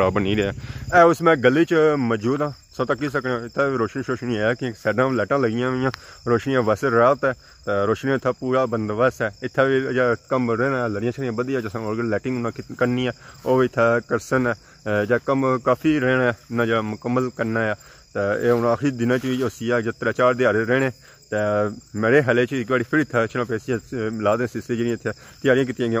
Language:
Pahari-Potwari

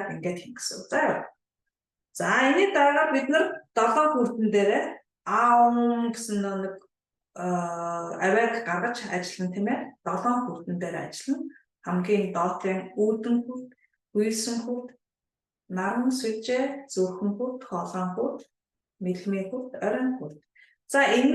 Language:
Mongolian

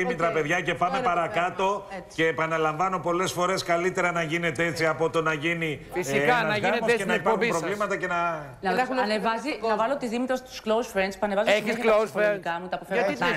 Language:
Greek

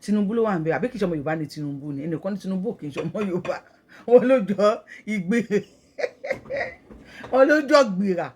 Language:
Yoruba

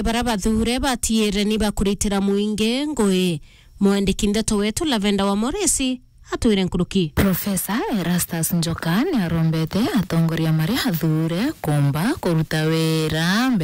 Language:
Meru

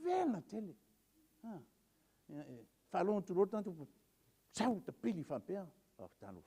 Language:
Samoan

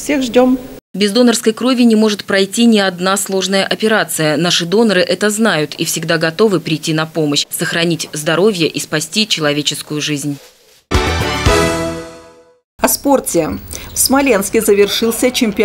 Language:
Russian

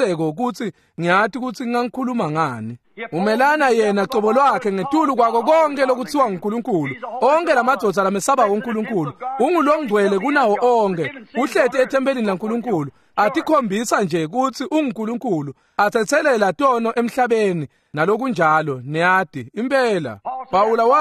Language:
Swati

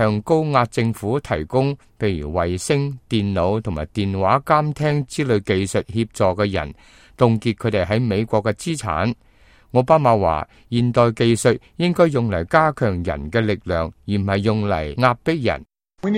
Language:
Cantonese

